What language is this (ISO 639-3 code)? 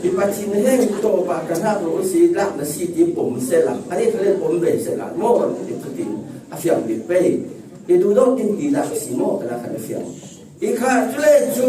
cfm